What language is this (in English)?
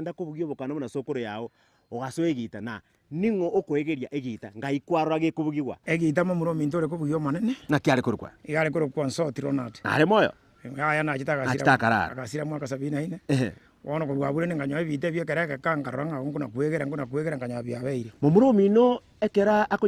Gusii